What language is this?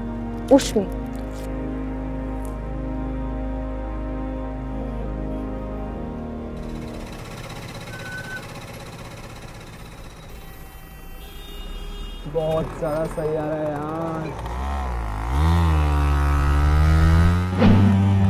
Hindi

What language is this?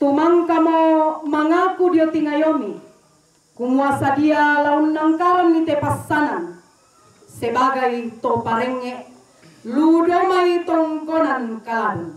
Toraja-Sa'dan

